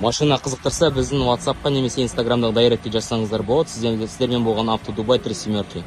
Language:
Kazakh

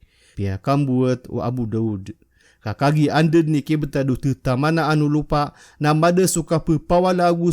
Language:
Maranao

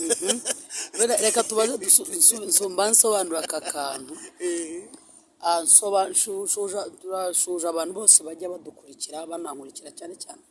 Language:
Kinyarwanda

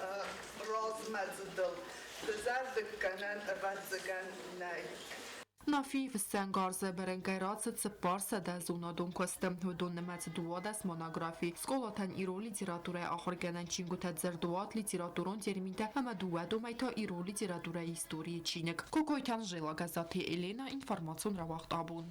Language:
Ossetic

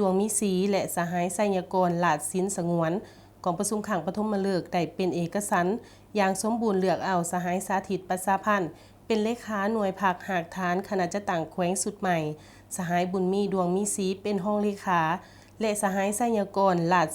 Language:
Lao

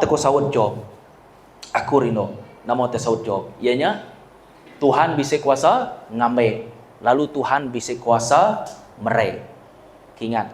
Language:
Iban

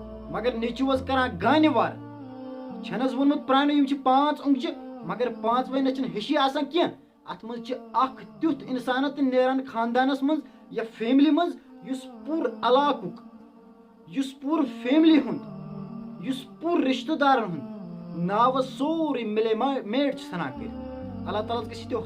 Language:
Kashmiri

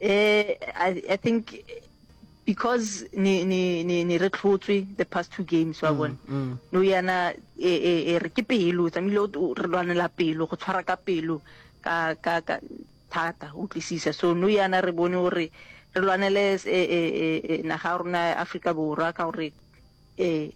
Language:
Northern Sotho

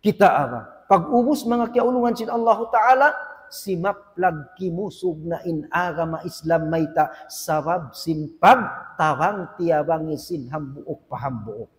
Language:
Tausug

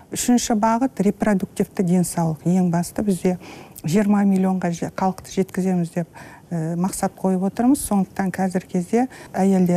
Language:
Kazakh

